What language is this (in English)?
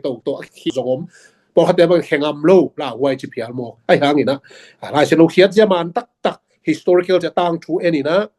Tedim Chin